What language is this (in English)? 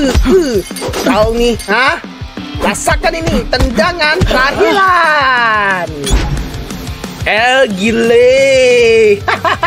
Indonesian